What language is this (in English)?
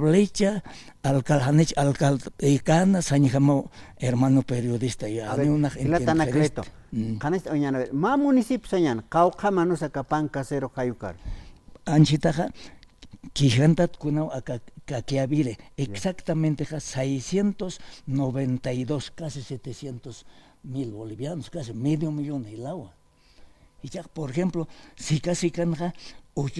Aymara